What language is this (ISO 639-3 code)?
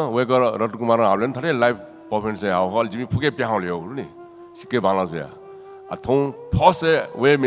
new